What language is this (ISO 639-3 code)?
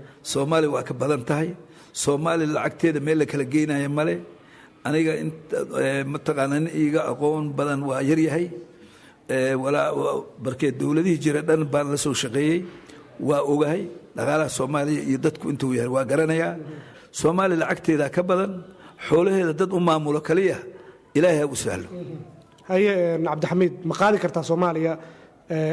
som